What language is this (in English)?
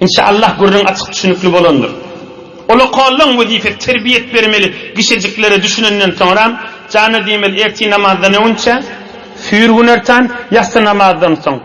Turkmen